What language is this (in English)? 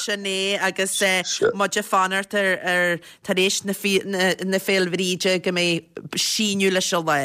Irish